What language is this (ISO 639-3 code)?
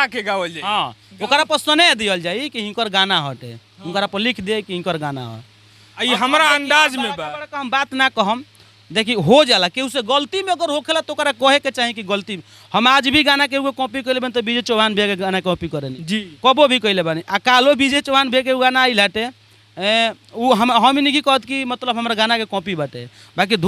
bho